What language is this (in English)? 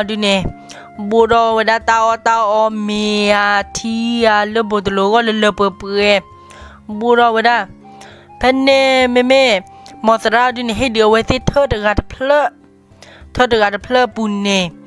S'gaw Karen